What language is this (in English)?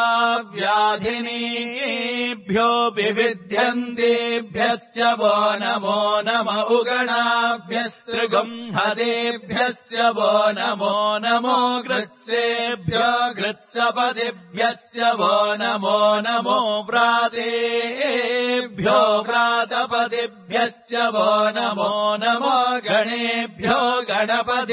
Sanskrit